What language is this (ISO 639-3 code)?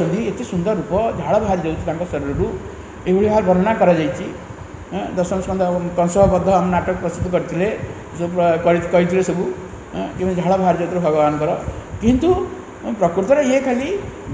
ori